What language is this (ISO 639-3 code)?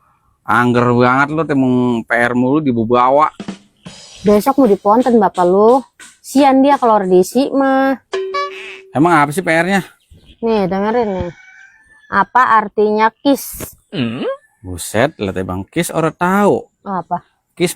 bew